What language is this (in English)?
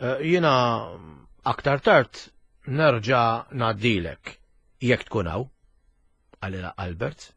Maltese